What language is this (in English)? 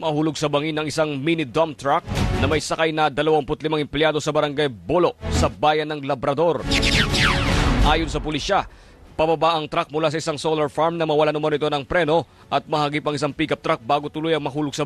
Filipino